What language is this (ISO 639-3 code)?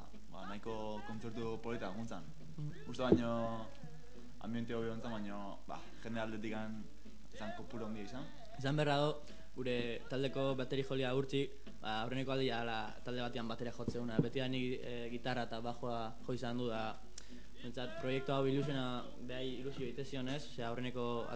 eus